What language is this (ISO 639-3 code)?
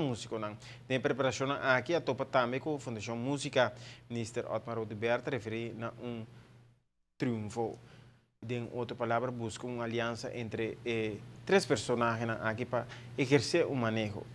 pap